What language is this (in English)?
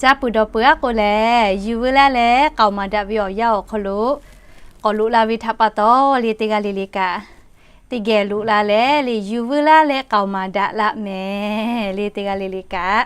Lahu